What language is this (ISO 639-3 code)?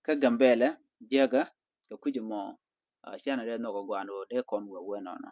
nus